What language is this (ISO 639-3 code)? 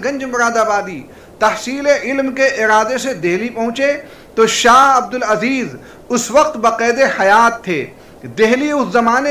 urd